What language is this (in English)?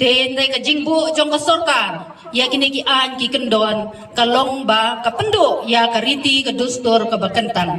Khasi